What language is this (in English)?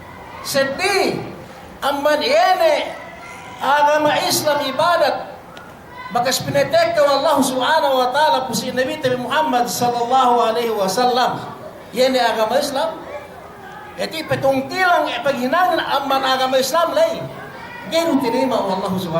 Yakan